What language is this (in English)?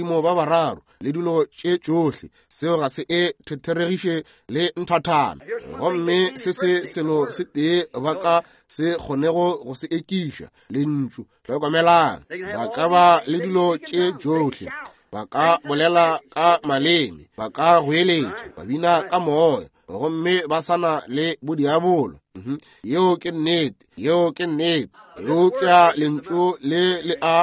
Northern Sotho